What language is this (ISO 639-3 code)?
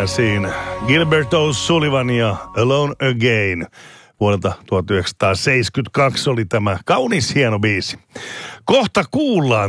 fin